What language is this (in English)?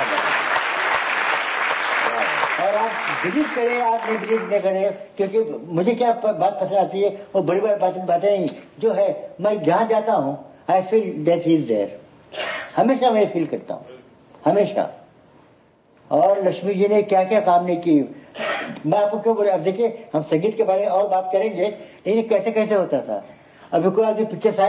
Hindi